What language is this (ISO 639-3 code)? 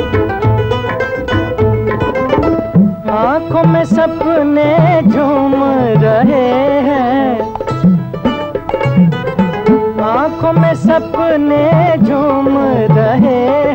hin